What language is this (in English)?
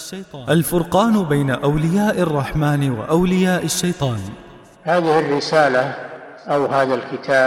Arabic